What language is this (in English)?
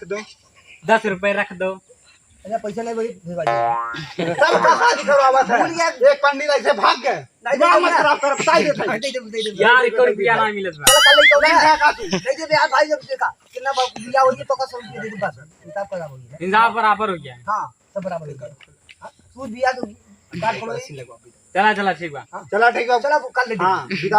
Awadhi